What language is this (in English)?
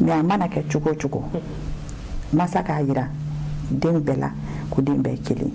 Bambara